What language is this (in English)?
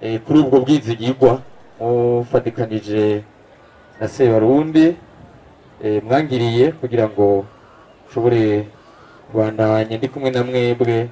Rundi